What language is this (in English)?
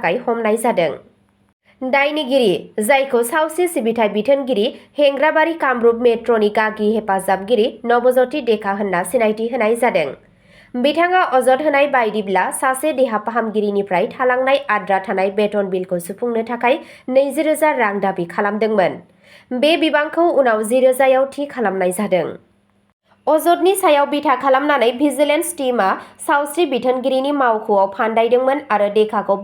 Bodo